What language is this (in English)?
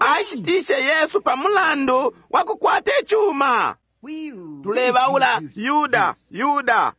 Bemba